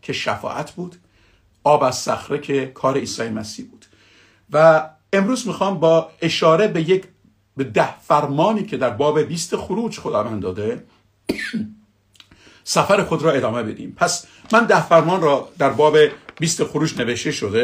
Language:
Persian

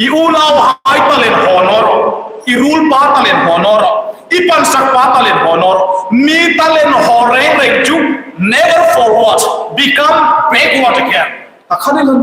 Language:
Hmar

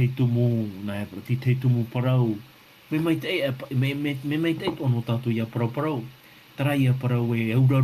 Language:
Tahitian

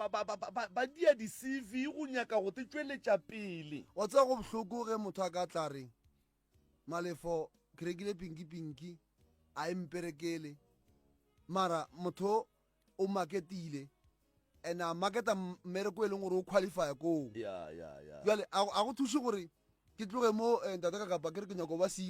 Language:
Northern Sotho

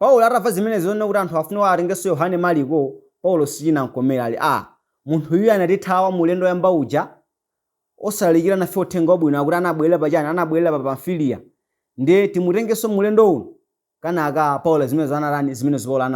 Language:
Nyanja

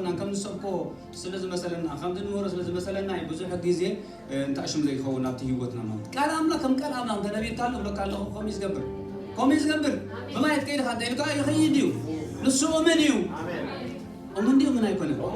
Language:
Tigrinya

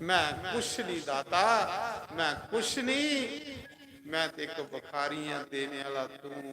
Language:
Dogri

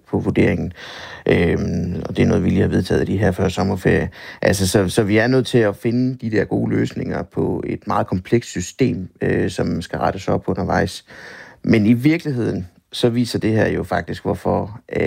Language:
Danish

